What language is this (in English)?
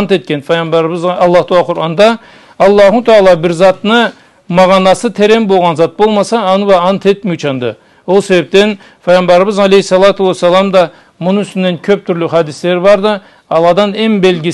Karachay-Balkar